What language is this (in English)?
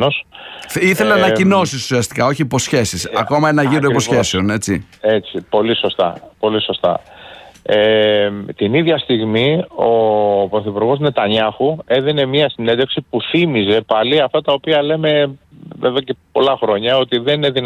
Greek